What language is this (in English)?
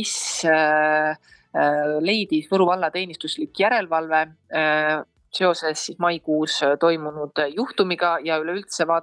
Estonian